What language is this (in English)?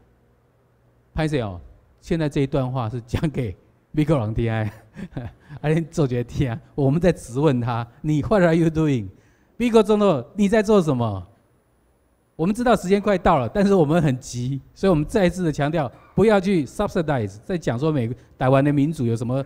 Chinese